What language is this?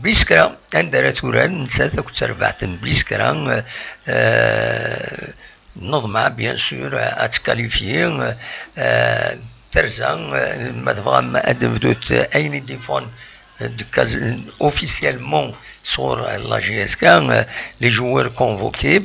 Kabyle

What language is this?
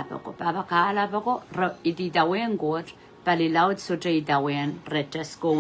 Pohnpeian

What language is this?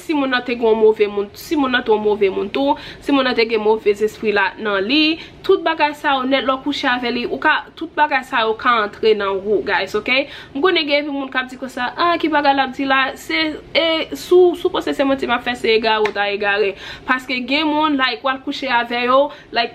Haitian Creole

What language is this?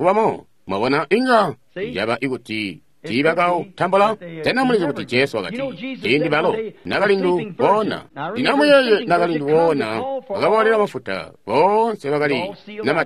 Tonga (Zambia)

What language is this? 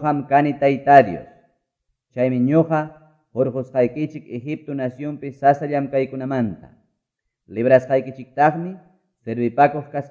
Quechua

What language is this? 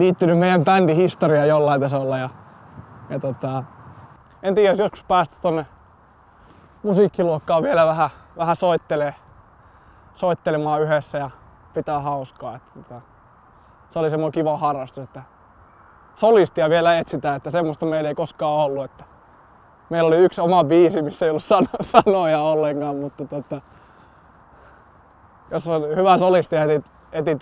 Finnish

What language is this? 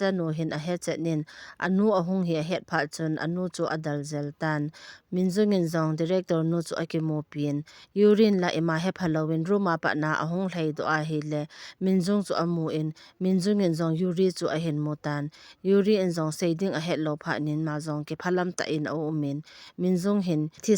Thado Chin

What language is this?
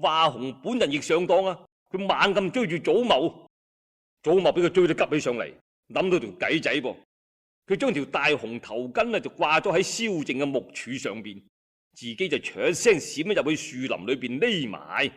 Cantonese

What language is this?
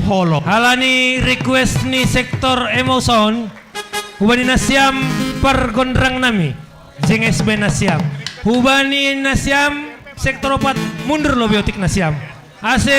Batak Simalungun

